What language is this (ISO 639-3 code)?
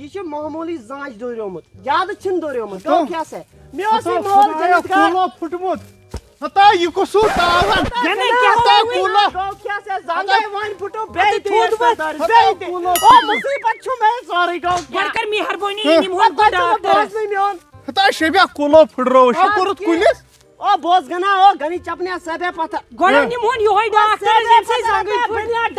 kas